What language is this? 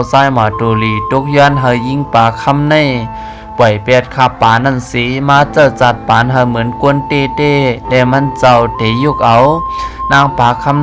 Shan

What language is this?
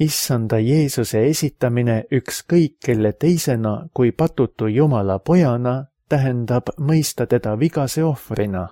Estonian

